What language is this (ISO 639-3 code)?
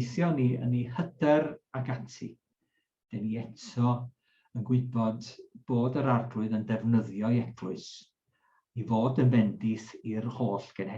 cym